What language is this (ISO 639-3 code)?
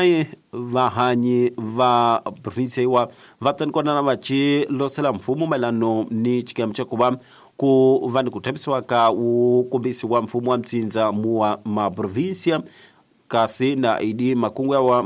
tso